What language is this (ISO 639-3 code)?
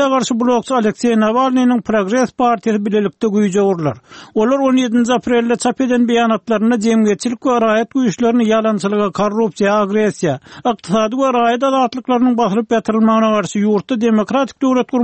tuk